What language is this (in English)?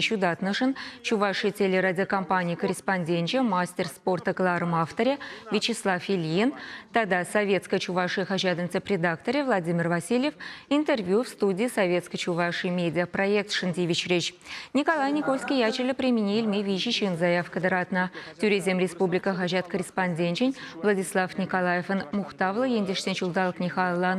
Chuvash